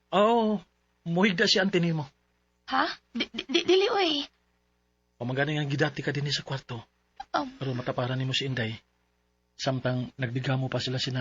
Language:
Cebuano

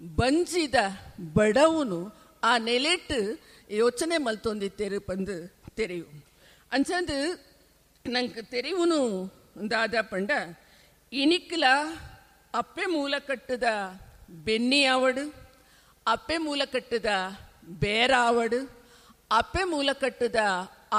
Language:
Tulu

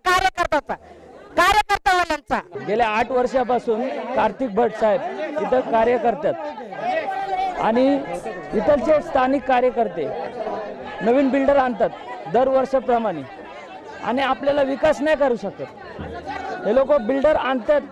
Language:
Marathi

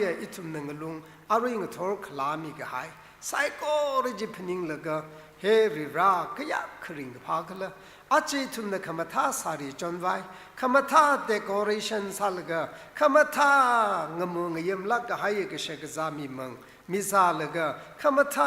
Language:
Tangkhul Naga (India)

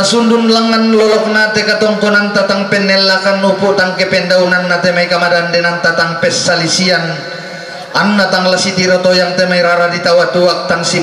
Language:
Toraja-Sa'dan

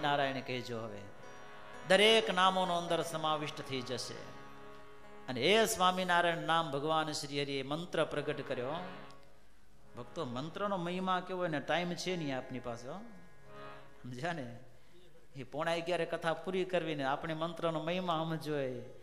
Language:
Gujarati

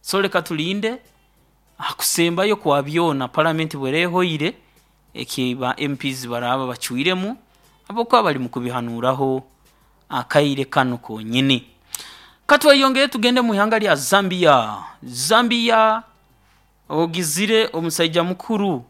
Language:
Nyoro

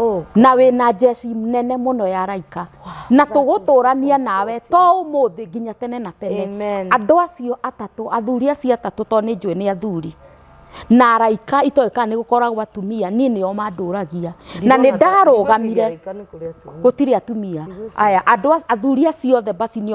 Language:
Kikuyu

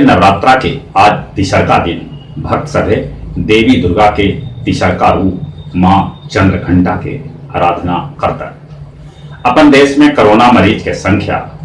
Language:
Magahi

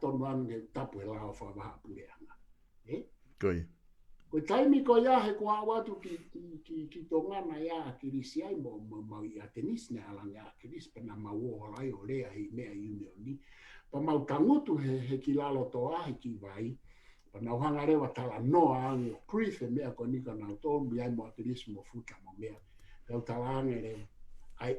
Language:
Tongan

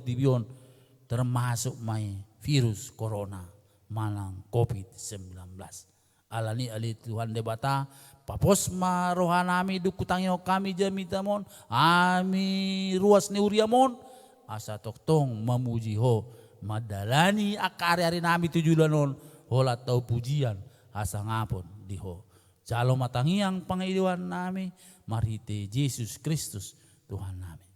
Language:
Batak Toba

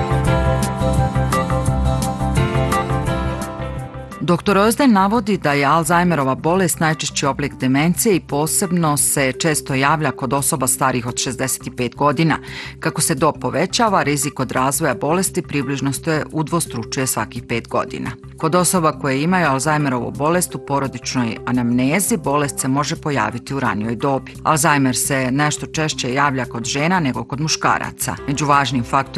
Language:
Bosnian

